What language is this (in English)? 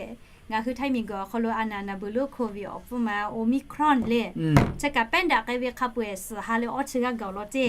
Lahu